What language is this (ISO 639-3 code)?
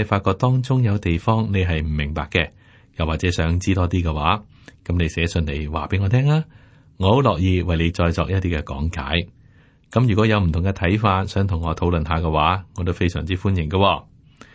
yue